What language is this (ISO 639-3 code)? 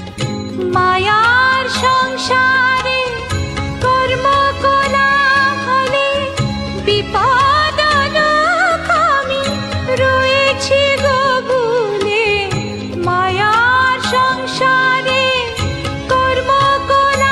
ben